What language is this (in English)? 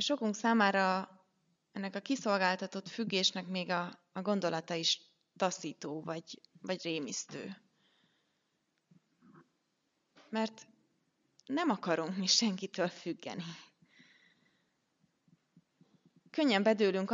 Hungarian